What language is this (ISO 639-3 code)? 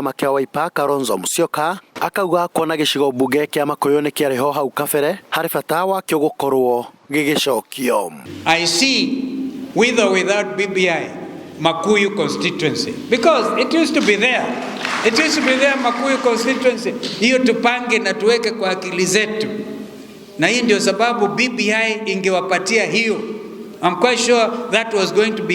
kik